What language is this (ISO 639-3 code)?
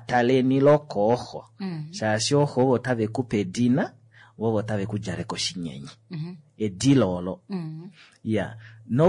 kua